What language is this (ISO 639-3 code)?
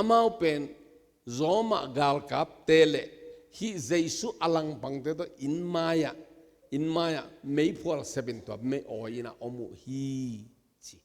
ctd